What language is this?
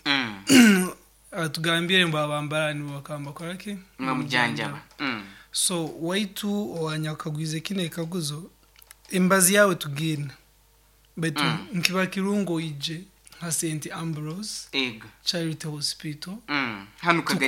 Nyoro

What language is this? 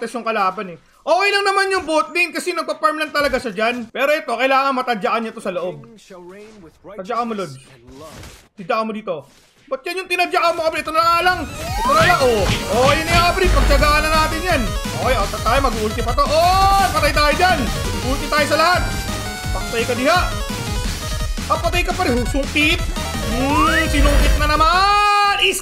Filipino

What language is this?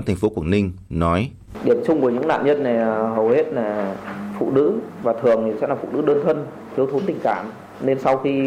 Vietnamese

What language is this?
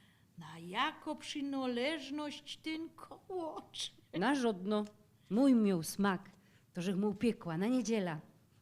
Silesian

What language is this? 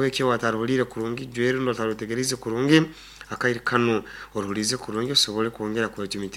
Nyoro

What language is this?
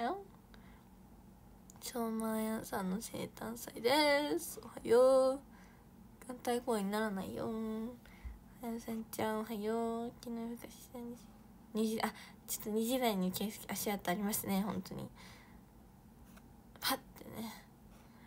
Japanese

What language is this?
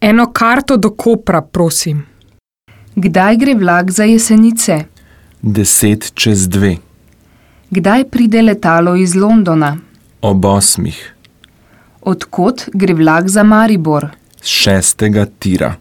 Slovenian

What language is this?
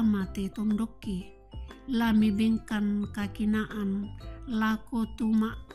Toraja-Sa'dan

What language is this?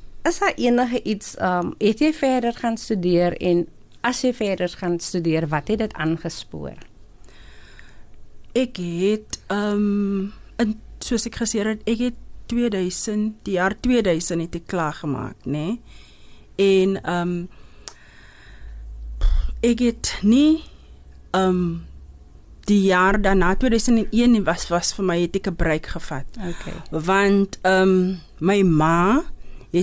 Afrikaans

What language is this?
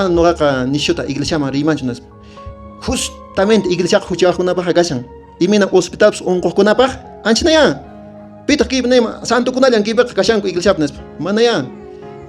Quechua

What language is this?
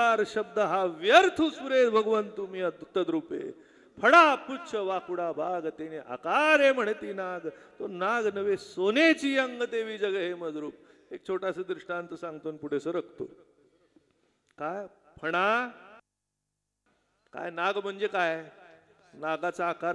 Marathi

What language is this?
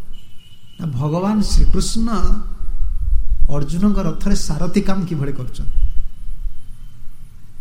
Odia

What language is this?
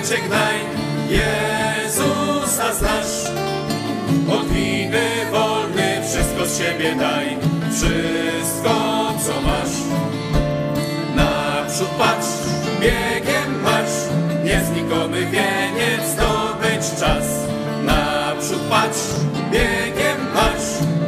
Polish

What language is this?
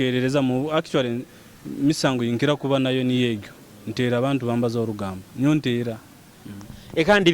Nyoro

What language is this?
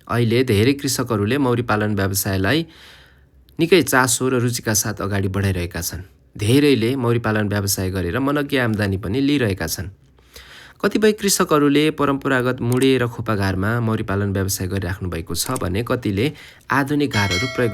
Nepali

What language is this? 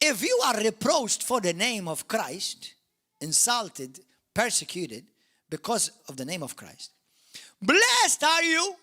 English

